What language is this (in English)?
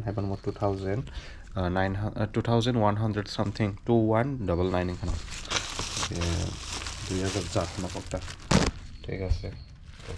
Kok Borok